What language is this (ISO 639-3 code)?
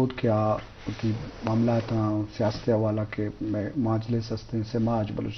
bgp